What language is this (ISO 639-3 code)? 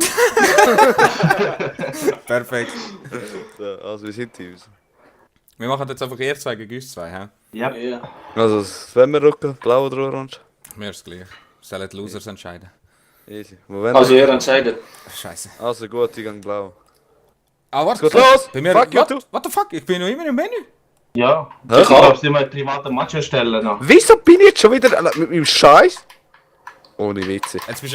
gsw